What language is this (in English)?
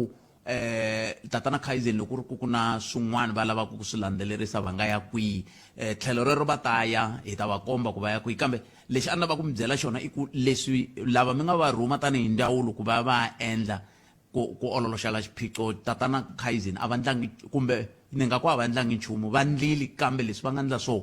Tsonga